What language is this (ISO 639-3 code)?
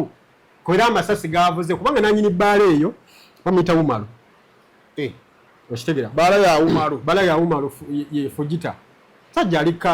lug